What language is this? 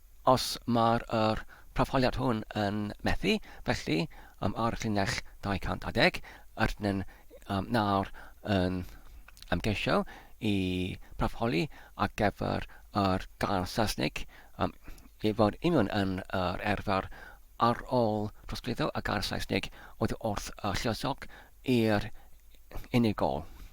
Welsh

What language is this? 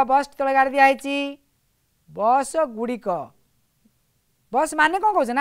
Odia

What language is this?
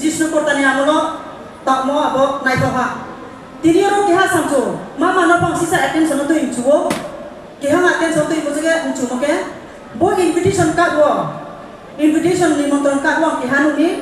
Riang (India)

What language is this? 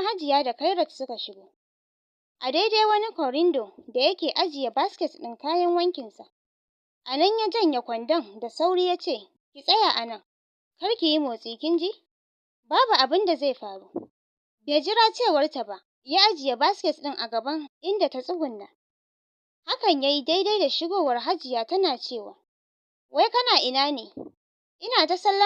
Hausa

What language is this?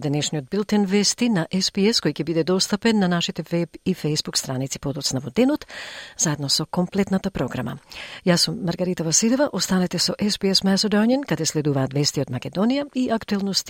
Macedonian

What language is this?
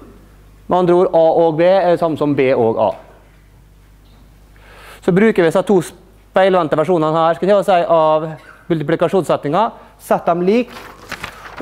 Norwegian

